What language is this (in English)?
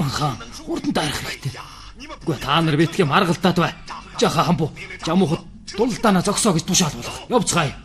Mongolian